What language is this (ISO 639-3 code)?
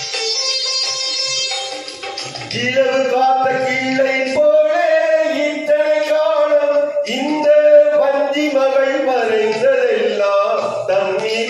tam